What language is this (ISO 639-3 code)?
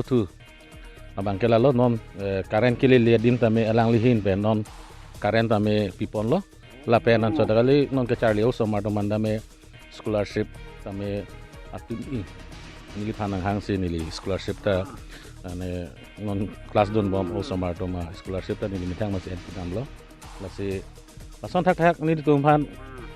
mjw